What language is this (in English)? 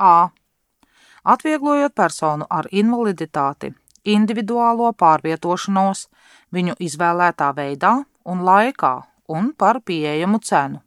Latvian